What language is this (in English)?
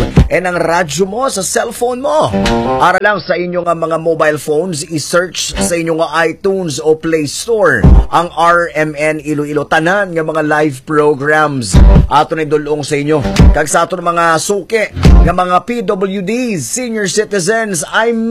Hiligaynon